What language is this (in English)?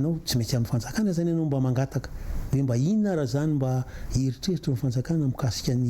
Malagasy